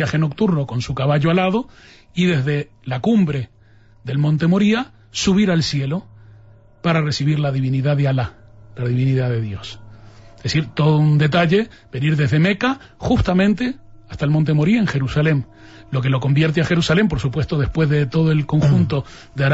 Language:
Spanish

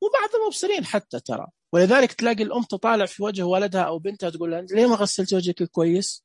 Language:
Najdi Arabic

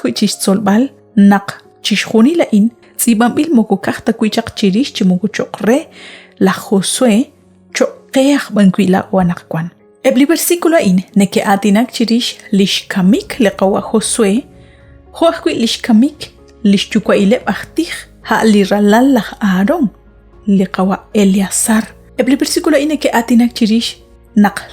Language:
Kekchí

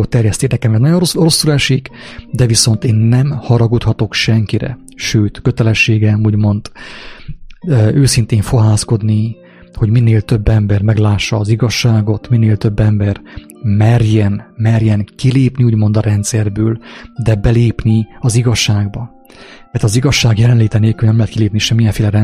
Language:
Hungarian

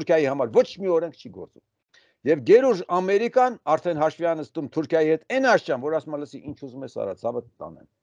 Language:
Armenian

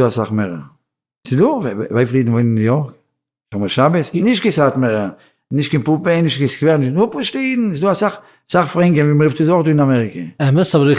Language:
Yiddish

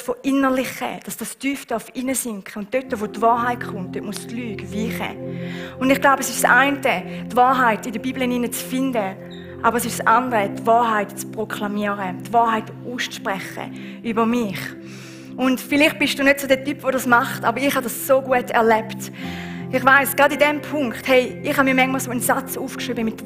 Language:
Swiss German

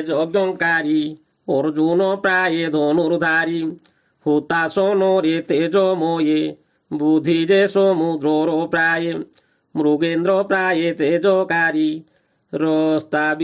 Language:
Odia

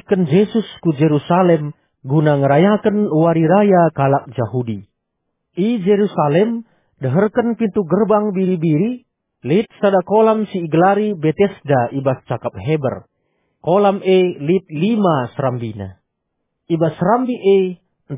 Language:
Batak Karo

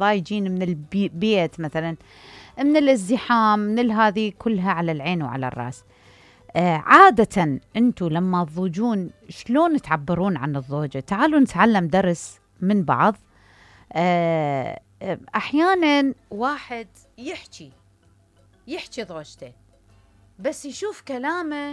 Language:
Mesopotamian Arabic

